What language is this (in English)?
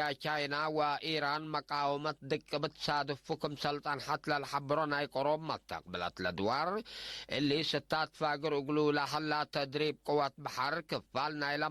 Tigre